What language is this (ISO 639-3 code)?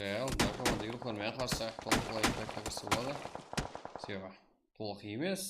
kaa